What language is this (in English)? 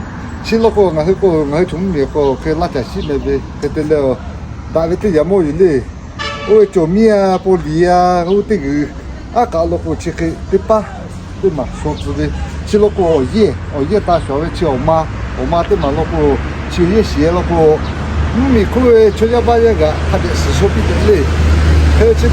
Lahu